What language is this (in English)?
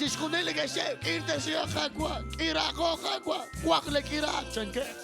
Kekchí